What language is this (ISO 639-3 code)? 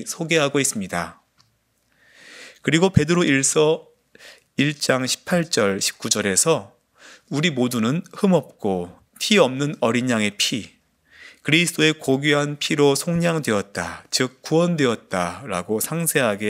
kor